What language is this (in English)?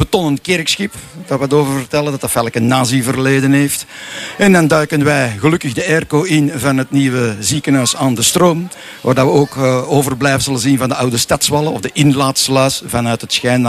Dutch